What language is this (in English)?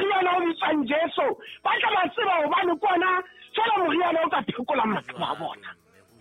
Southern Sotho